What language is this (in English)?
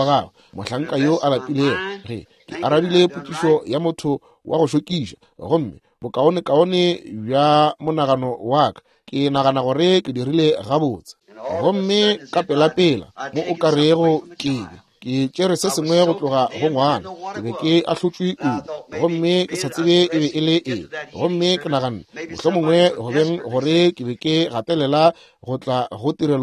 Northern Sotho